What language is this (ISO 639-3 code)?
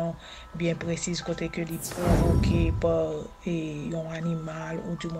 hat